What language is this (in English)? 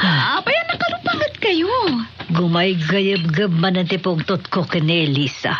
Iloko